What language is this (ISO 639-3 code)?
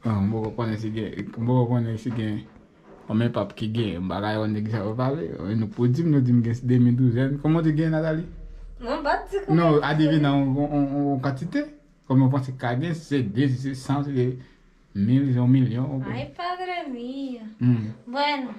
hat